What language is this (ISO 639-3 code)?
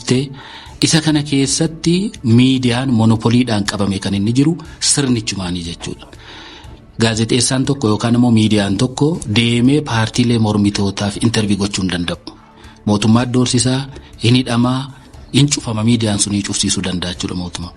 orm